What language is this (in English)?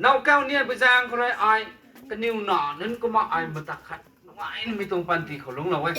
Rongmei Naga